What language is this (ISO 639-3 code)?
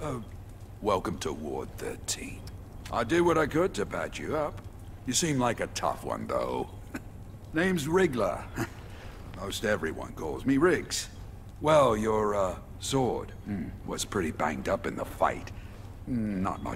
eng